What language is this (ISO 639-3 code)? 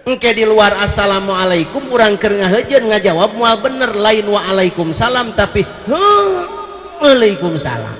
sun